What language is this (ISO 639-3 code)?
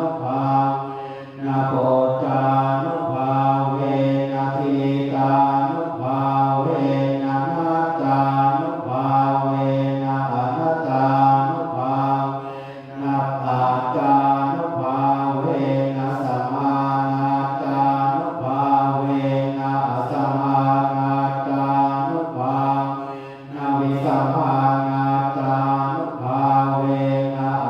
pli